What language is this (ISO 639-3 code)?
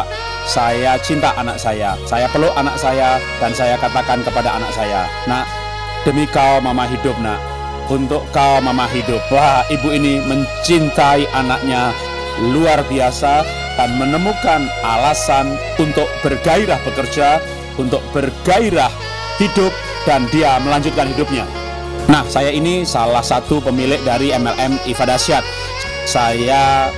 ind